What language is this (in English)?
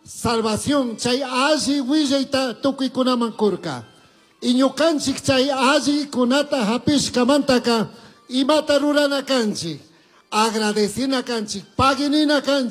Chimborazo Highland Quichua